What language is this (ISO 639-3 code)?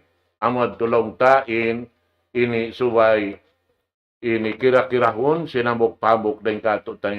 tsg